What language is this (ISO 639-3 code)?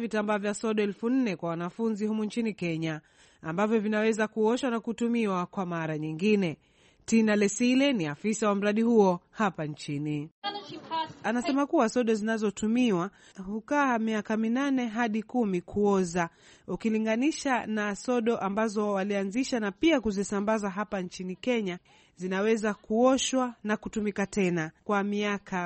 swa